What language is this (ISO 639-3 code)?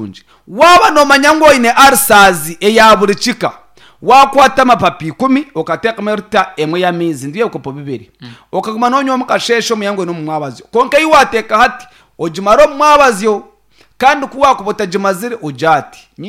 nyn